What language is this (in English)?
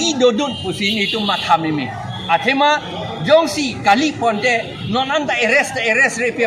Karbi